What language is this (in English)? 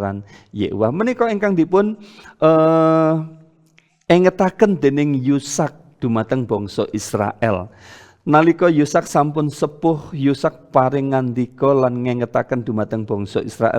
Javanese